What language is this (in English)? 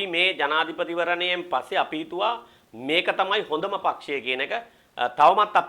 Sinhala